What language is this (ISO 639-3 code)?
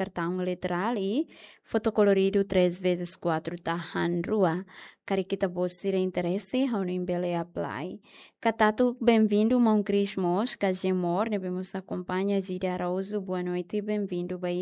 tet